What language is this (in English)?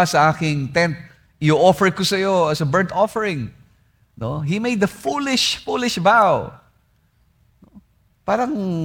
Filipino